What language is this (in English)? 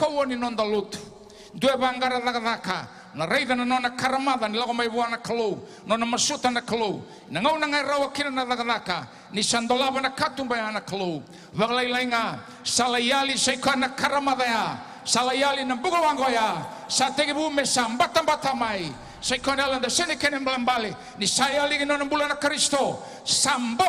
Fijian